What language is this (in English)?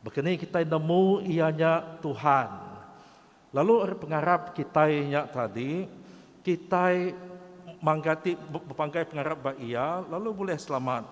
Iban